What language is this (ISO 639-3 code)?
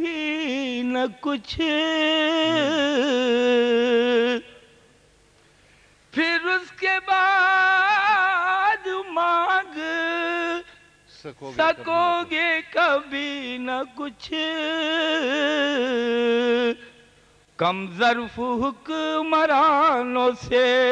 urd